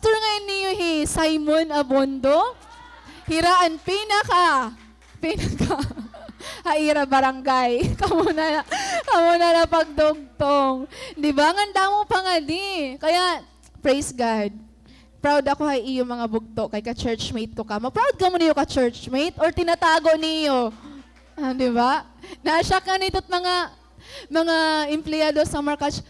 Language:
Waray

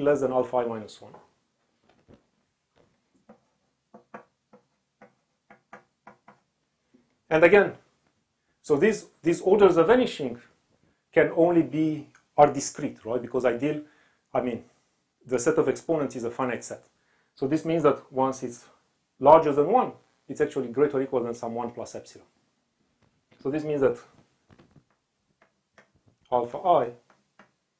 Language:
English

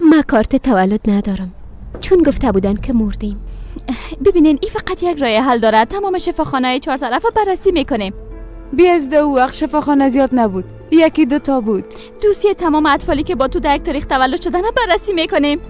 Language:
Persian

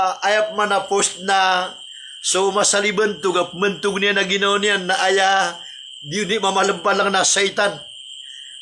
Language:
Maranao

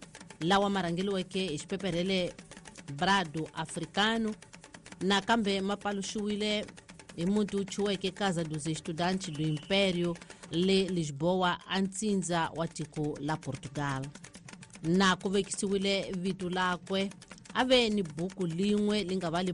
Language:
Tsonga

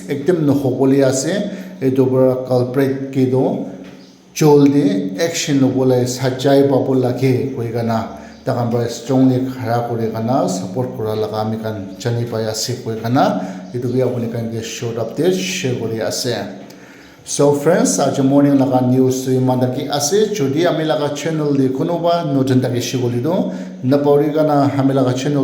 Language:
Naga Pidgin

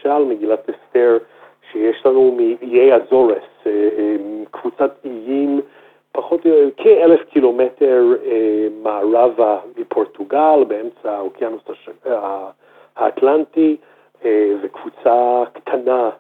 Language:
Hebrew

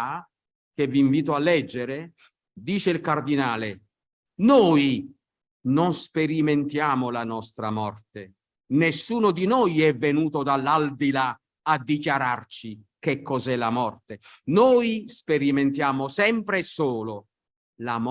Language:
Italian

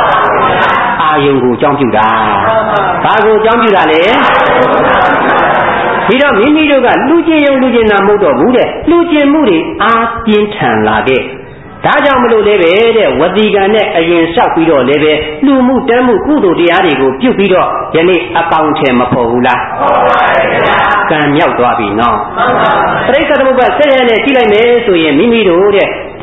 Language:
Burmese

